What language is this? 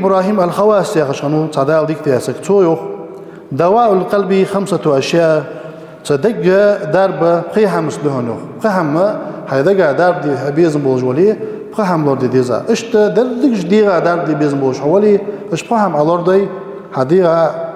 Ingush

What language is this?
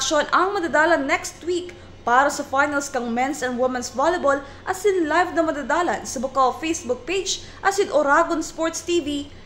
Bikol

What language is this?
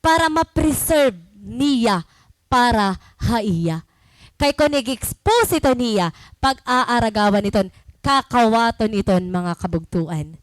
Waray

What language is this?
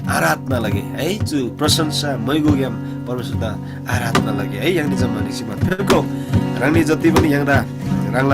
Eastern Tamang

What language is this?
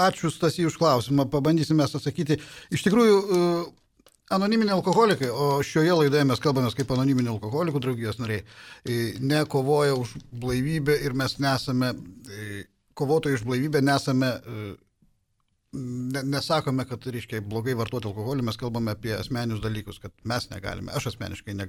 Lithuanian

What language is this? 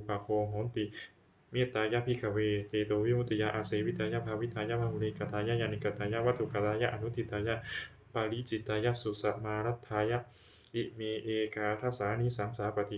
Pali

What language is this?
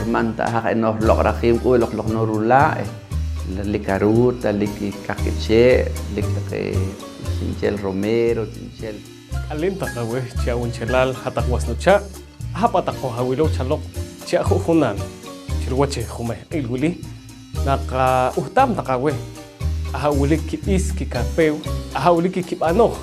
Poqomchi'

